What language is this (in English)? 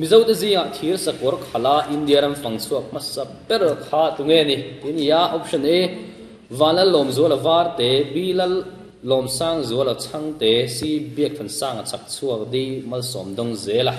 Mizo